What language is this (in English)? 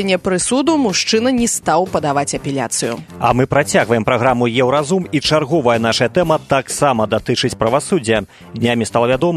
Belarusian